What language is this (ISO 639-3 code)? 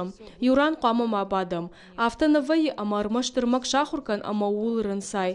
oss